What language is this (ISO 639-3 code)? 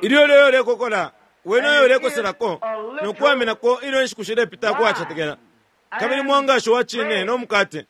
bem